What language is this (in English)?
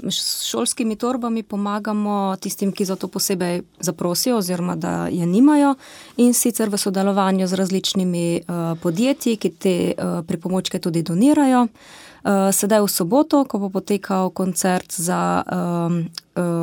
Slovenian